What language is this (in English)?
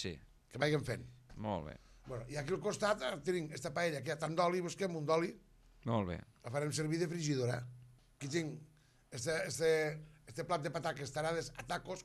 Catalan